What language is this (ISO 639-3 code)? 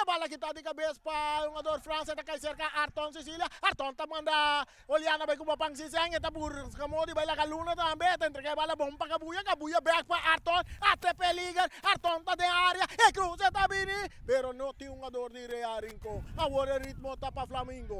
pap